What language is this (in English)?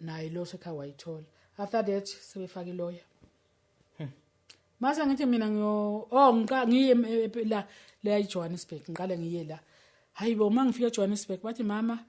Zulu